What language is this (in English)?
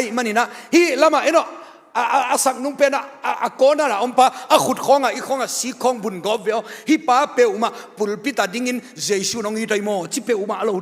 Tedim Chin